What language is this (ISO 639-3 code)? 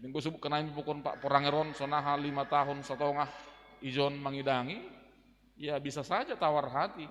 bts